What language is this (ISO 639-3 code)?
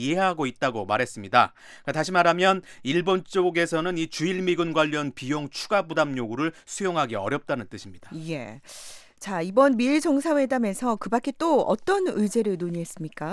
kor